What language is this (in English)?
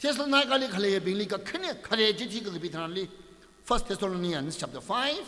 Tangkhul Naga (India)